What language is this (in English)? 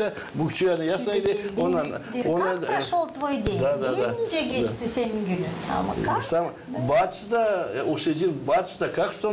Gagauz